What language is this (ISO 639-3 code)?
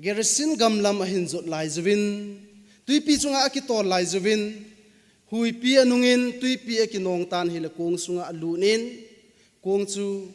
tcz